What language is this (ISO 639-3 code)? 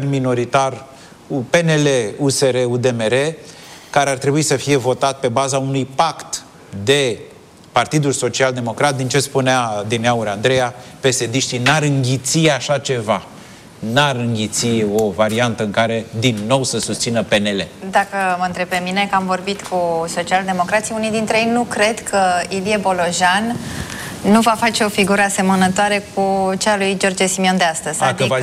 ron